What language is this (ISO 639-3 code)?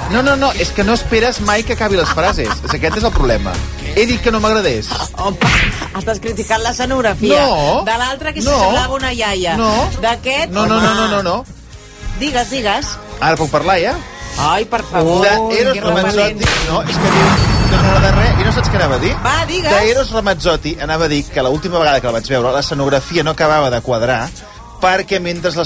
cat